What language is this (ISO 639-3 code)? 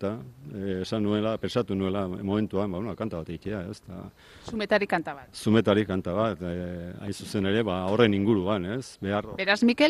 eus